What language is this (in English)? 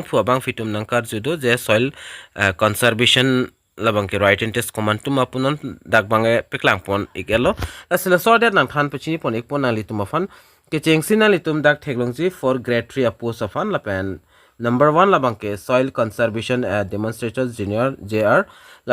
Karbi